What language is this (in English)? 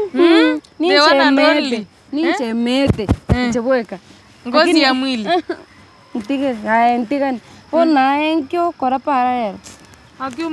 Gusii